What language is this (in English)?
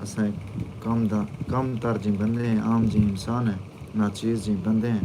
Saraiki